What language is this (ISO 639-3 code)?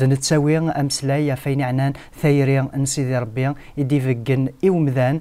kab